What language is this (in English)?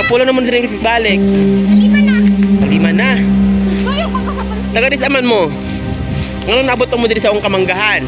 Cebuano